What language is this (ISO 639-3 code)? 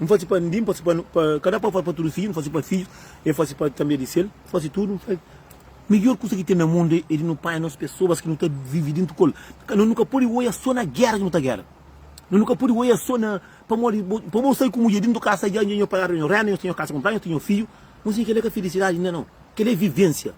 kea